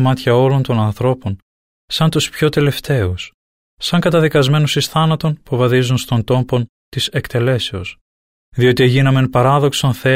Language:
Greek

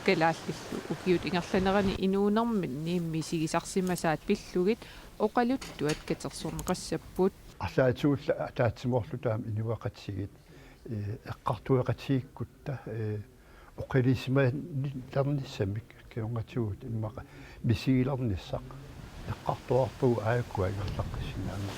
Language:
Kalaallisut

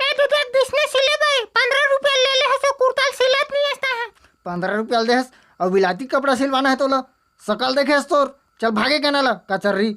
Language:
Chhattisgarhi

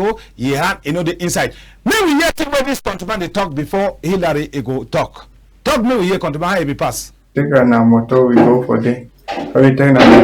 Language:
Cameroon Pidgin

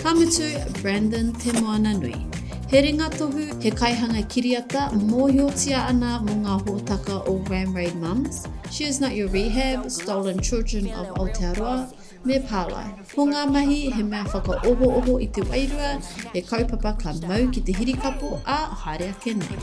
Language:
Māori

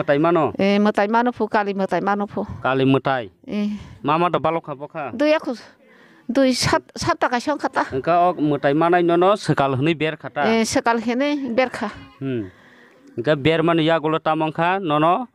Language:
Kok Borok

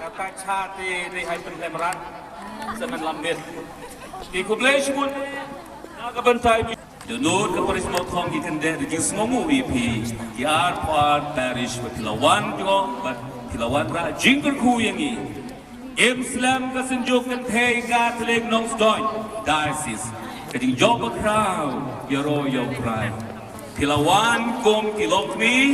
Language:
Khasi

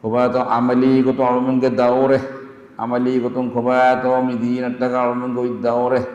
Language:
Divehi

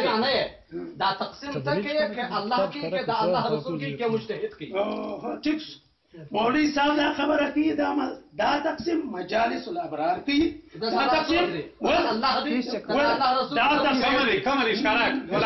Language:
Pashto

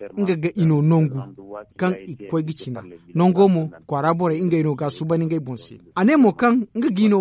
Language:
Zarma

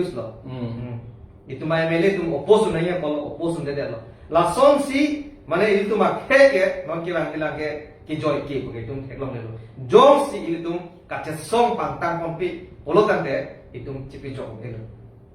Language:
Karbi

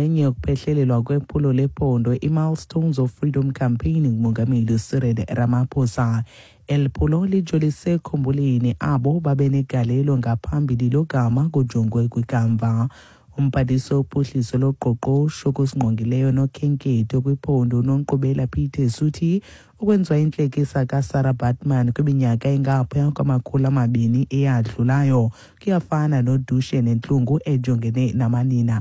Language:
Xhosa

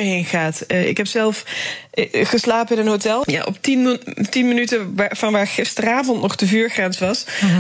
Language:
Dutch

